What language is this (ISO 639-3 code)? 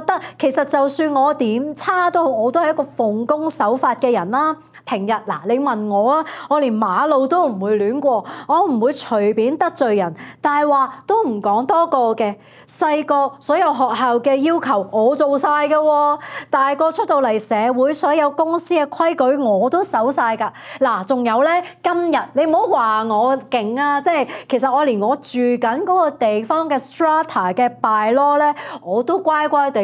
yue